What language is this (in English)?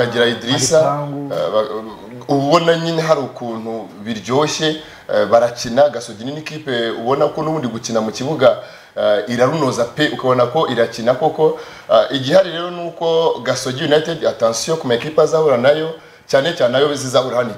Kinyarwanda